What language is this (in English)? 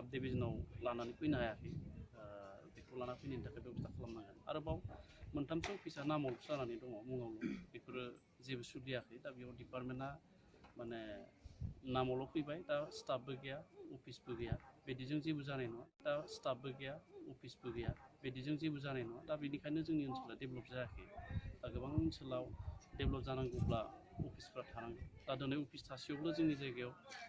Bodo